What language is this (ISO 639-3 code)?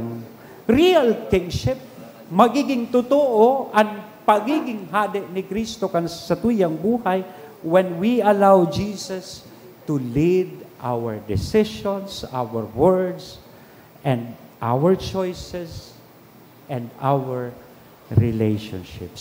bik